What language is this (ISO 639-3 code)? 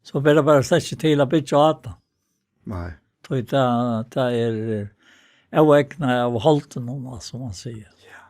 fao